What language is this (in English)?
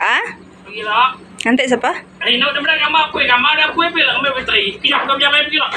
Iban